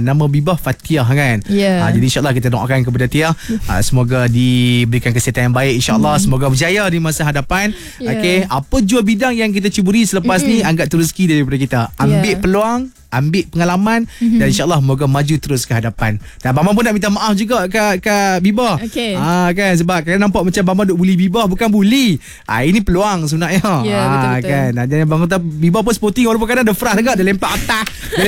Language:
Malay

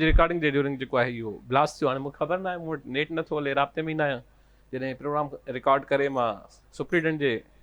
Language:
Sindhi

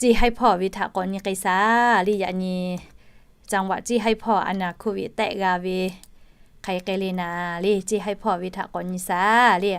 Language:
Lahu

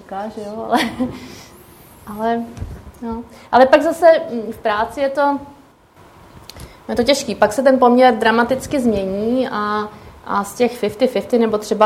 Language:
Czech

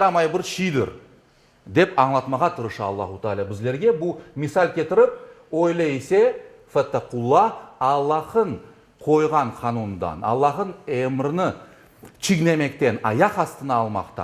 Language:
Crimean Tatar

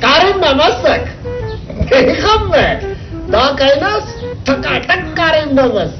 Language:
Brahui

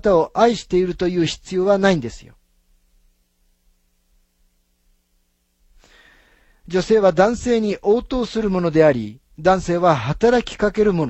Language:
Japanese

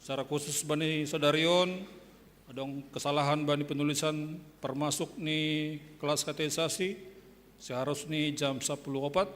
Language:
Batak Simalungun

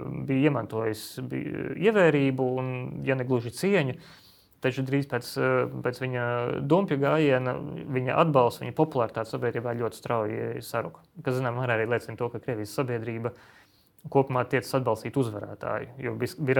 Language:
Latvian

